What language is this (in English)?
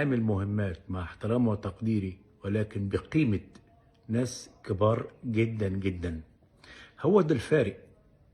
Egyptian Arabic